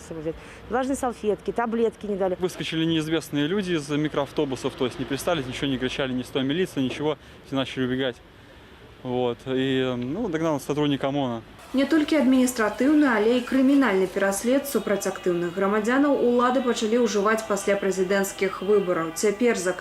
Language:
Belarusian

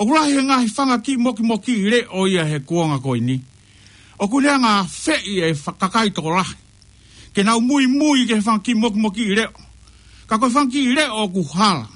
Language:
Tongan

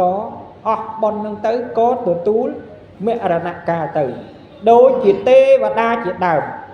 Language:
Khmer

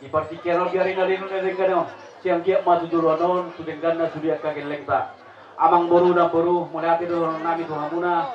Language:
Batak Toba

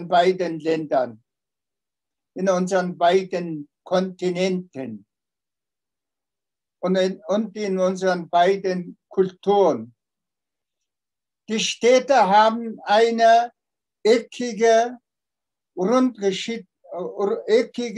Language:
German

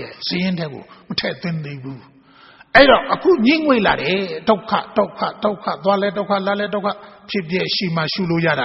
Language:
Burmese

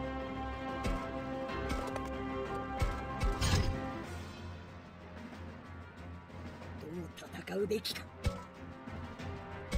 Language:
Japanese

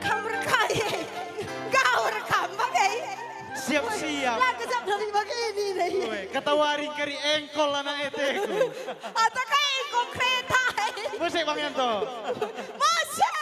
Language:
Batak Karo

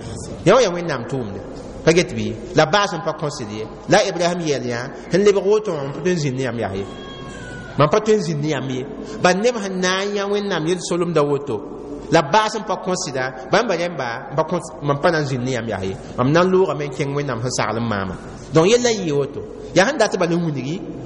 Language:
Mossi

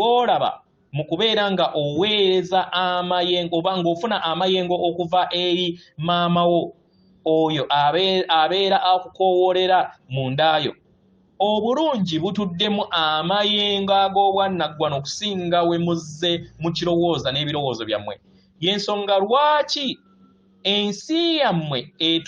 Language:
Ganda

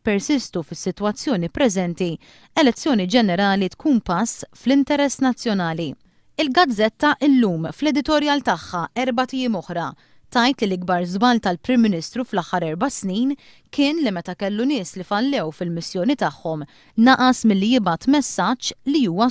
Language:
Maltese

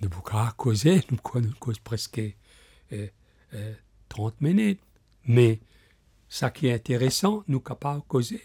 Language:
Morisyen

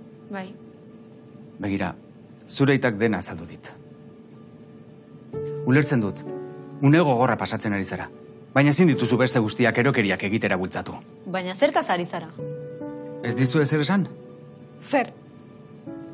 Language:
Basque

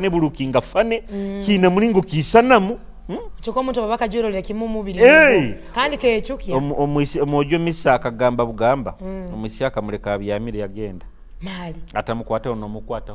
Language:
Nyoro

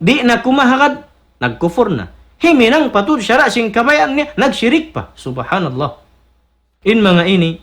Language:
Tausug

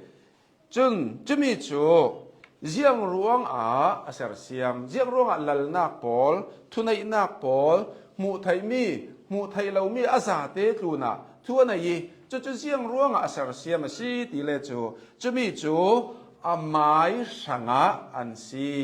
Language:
Hakha Chin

